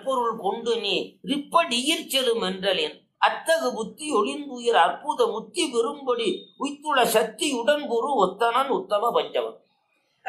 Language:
Tamil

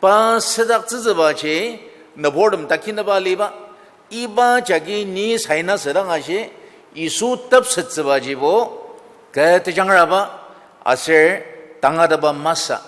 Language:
Ao Naga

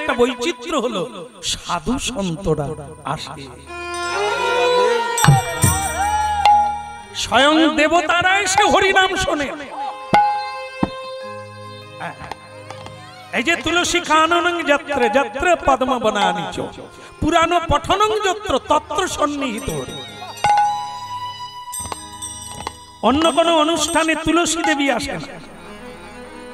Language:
Bangla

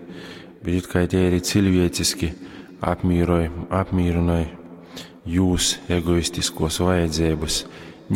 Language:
Latgalian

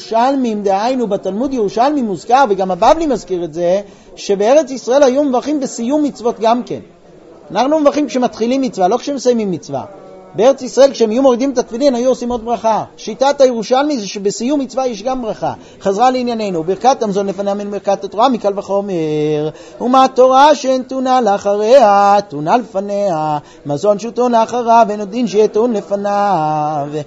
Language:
Hebrew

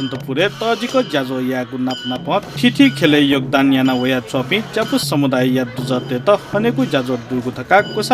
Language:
Newari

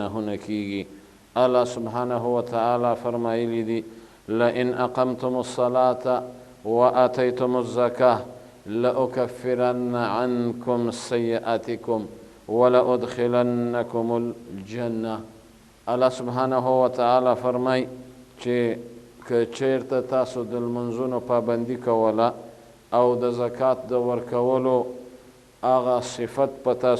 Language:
Pashto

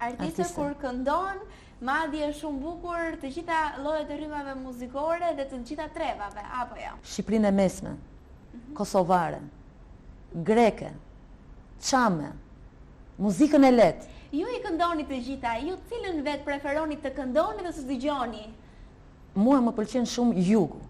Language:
Albanian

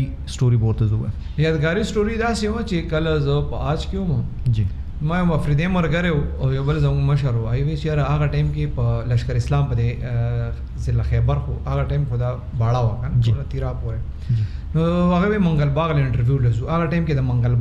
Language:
Pashto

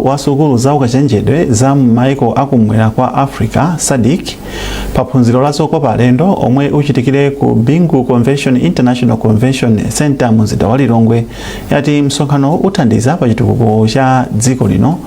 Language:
Nyanja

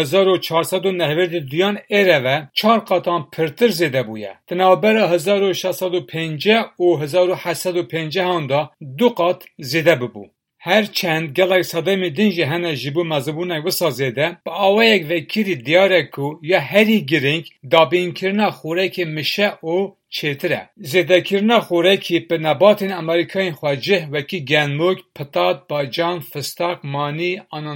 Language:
Kurdish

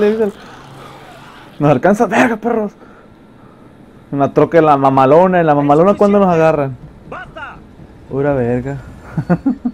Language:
Spanish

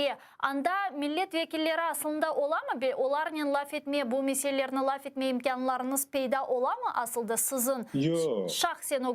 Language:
Crimean Tatar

